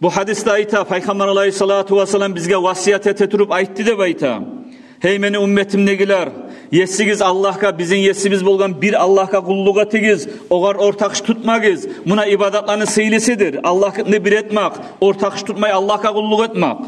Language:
Kumyk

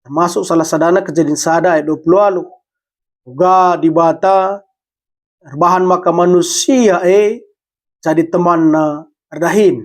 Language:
Batak Karo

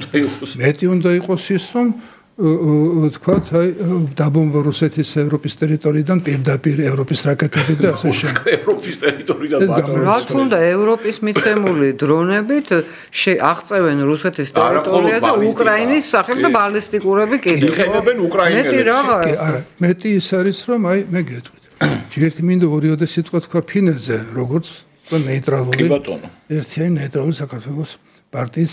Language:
Georgian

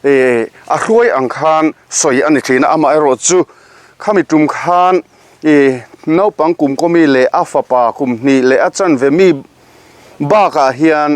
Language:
Mizo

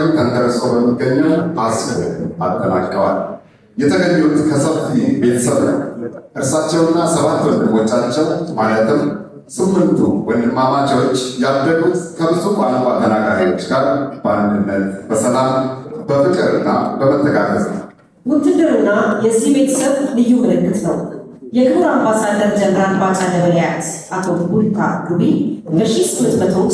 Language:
Amharic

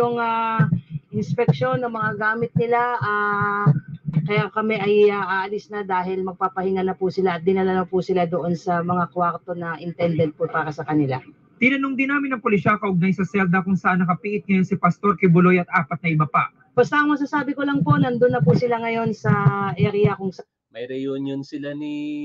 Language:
Filipino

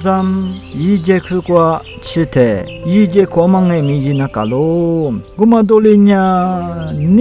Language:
Lisu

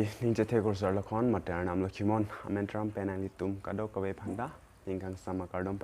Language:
Karbi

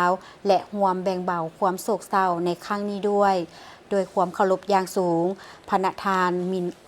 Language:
Lao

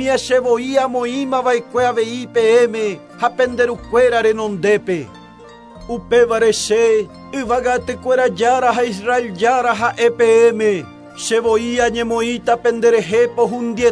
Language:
Guarani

